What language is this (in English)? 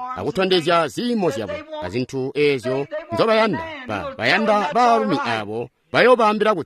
Tonga (Zambia)